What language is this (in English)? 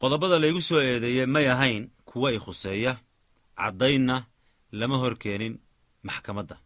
Somali